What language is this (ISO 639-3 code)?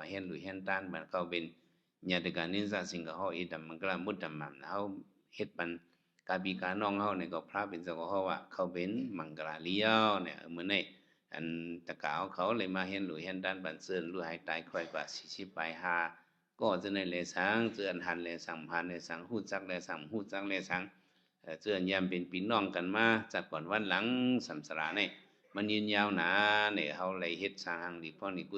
shn